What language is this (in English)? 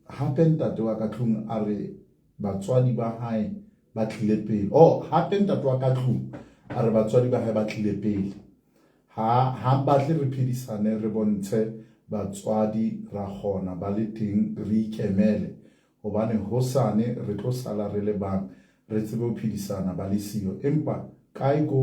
Southern Sotho